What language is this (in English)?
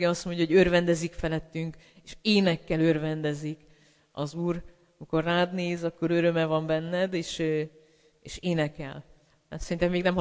Hungarian